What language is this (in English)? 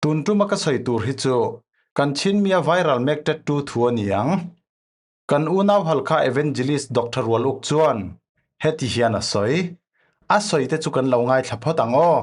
Falam Chin